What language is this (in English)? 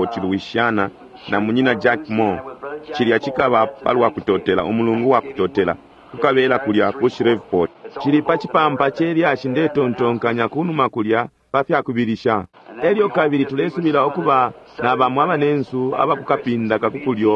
Bemba